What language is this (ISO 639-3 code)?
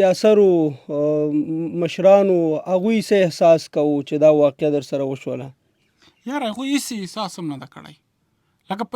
pus